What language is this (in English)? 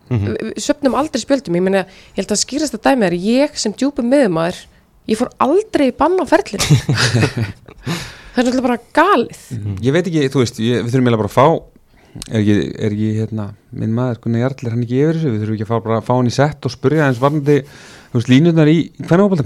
Icelandic